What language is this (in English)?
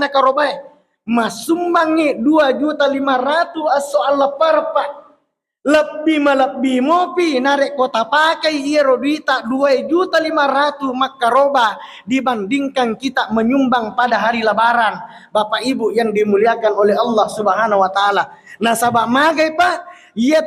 Buginese